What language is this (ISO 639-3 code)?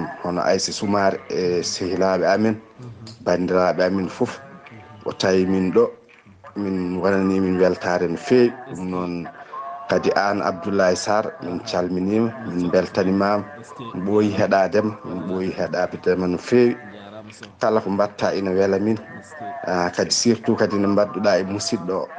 ful